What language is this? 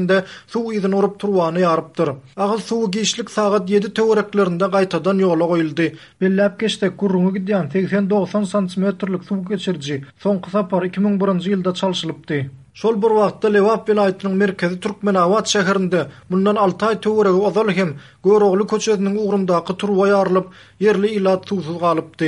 Turkmen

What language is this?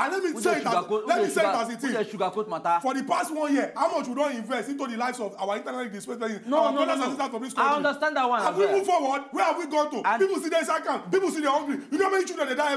Nigerian Pidgin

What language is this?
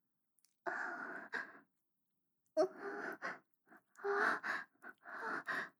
Chinese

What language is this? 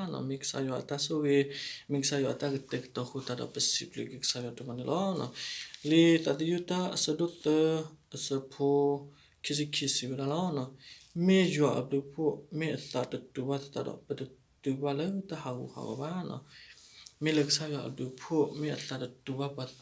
S'gaw Karen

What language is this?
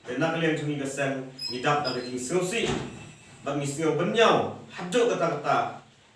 Khasi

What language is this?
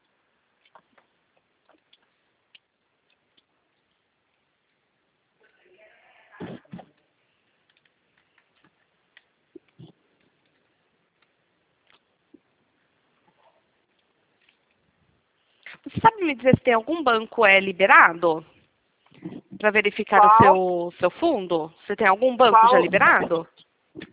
Portuguese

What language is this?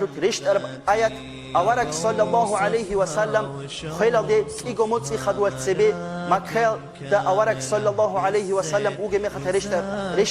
Avaric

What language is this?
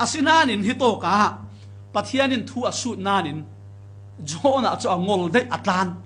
Falam Chin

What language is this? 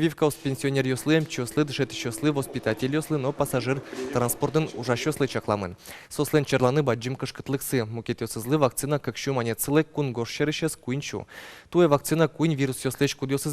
Udmurt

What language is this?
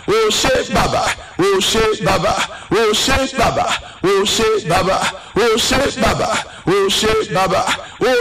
Yoruba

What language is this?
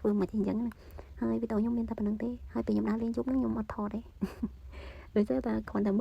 Khmer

